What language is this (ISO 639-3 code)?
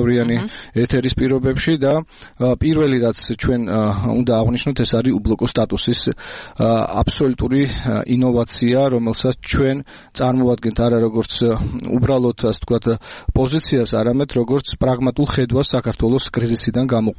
kat